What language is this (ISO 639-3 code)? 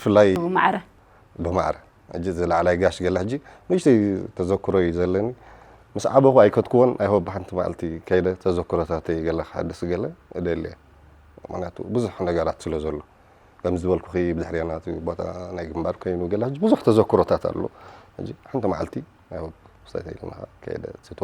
tir